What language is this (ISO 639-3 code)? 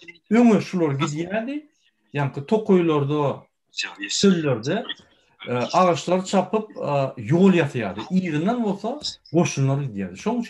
tuk